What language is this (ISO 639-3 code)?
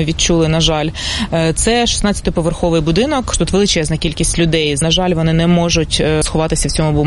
ukr